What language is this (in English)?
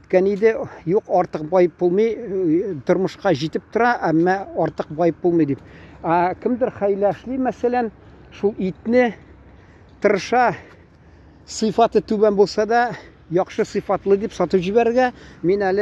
Tatar